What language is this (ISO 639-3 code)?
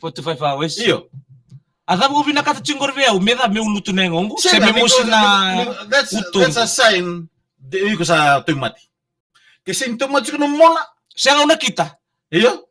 fij